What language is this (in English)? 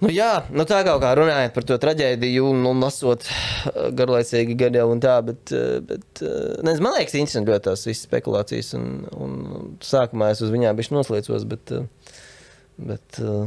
Latvian